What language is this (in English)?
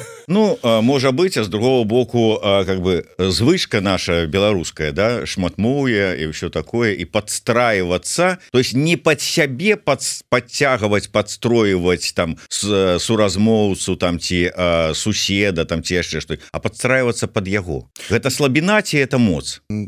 Belarusian